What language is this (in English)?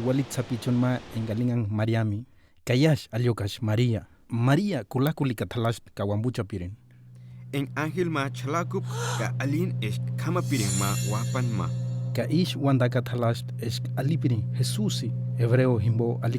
Purepecha